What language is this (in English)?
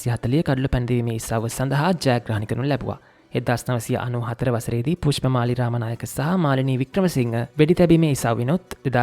Sinhala